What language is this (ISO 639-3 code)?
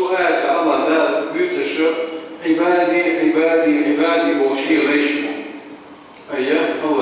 che